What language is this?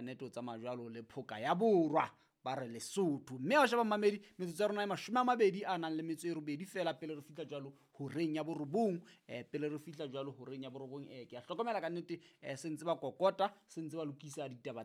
Southern Sotho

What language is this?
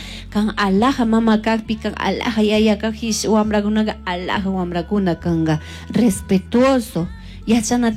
Chimborazo Highland Quichua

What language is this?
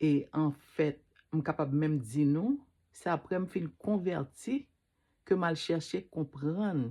Haitian Creole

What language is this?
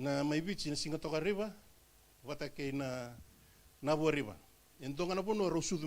Fijian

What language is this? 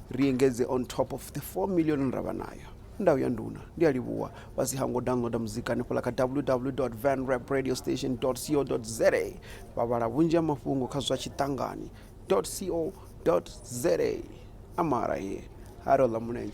Venda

